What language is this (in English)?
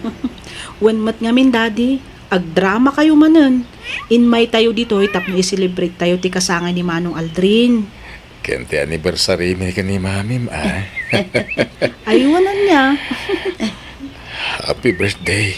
Iloko